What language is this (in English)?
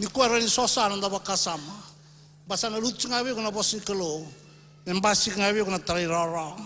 Fijian